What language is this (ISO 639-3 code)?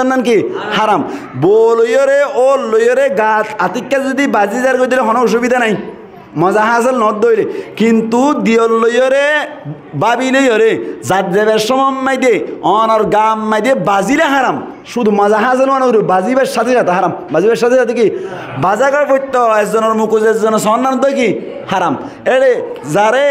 rhg